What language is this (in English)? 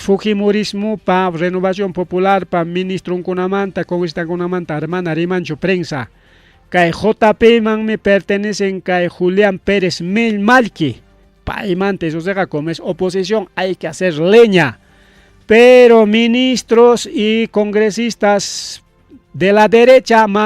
Ayacucho Quechua